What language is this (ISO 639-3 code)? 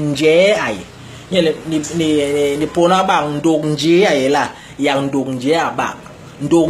bas